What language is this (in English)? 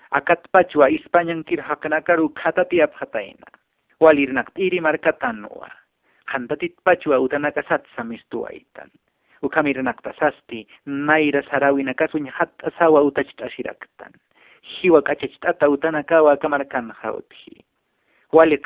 Aymara